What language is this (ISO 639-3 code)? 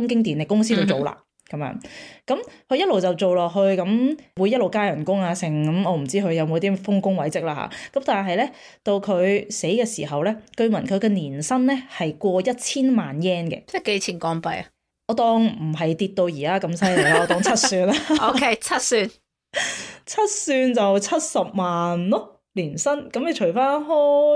yue